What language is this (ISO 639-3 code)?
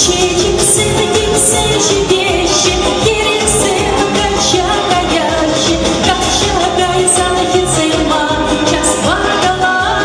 chv